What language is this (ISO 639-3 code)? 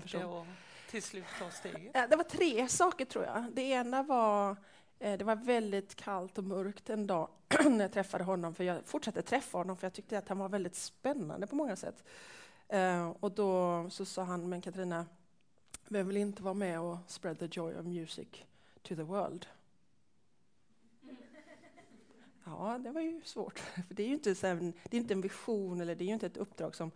swe